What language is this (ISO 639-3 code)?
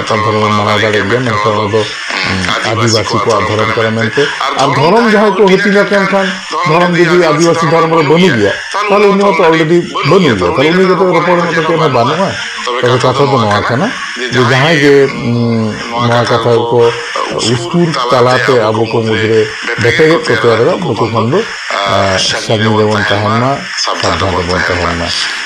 sat